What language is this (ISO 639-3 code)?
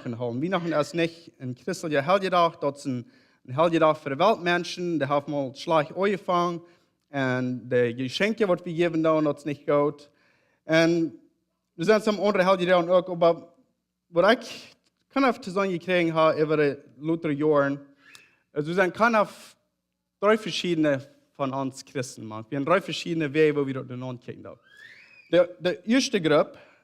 pdt